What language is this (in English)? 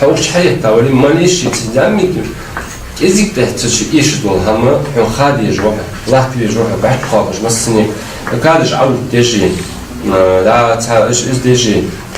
Ingush